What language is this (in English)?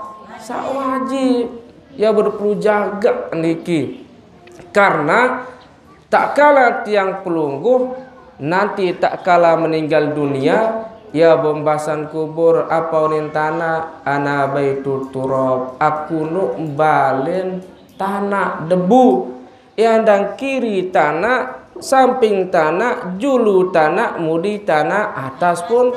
Sasak